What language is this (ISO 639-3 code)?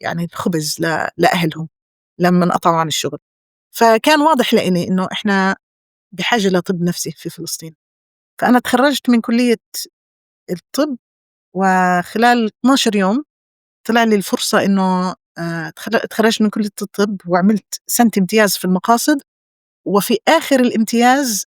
apc